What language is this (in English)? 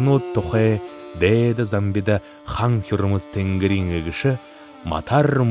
Buriat